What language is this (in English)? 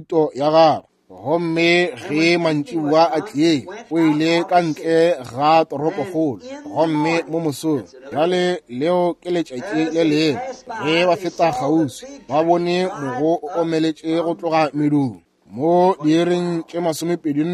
Northern Sotho